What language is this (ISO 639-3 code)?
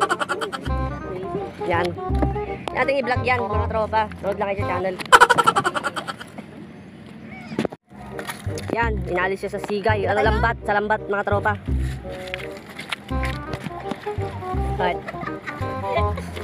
fil